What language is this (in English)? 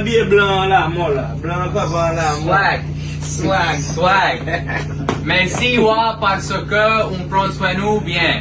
Haitian Creole